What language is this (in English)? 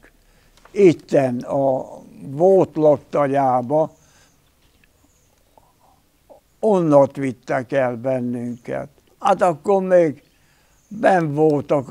Hungarian